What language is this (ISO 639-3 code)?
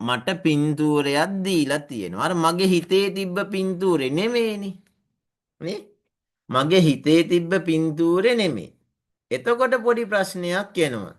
sin